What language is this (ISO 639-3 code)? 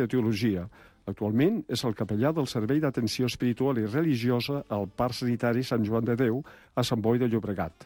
cat